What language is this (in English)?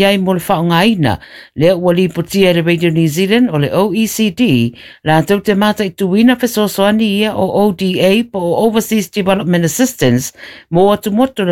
Samoan